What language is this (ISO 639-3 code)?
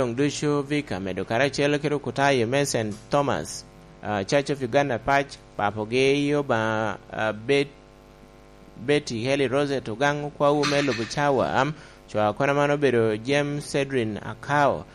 laj